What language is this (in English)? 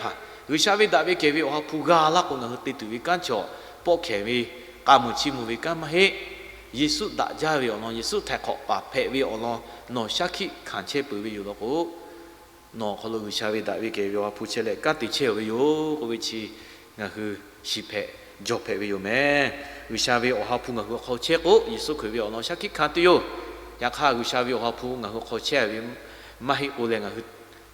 Lahu